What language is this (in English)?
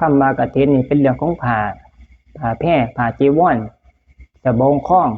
Lao